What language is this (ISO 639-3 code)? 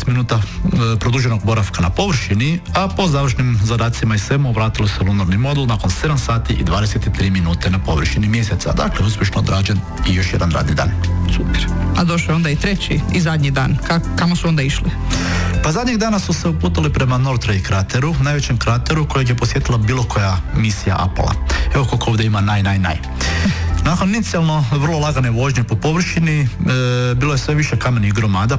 hrv